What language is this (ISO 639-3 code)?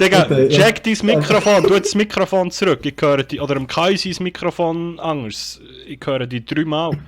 gsw